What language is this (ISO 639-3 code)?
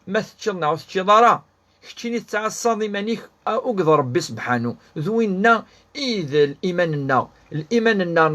kab